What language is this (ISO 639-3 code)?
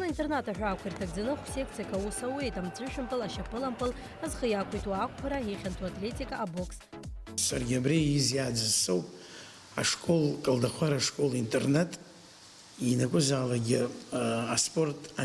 abk